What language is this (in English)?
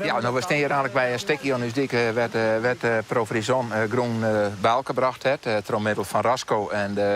Western Frisian